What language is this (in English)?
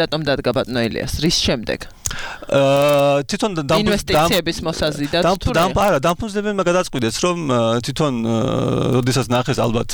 Georgian